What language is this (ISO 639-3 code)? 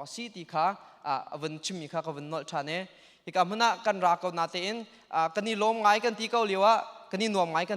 cnh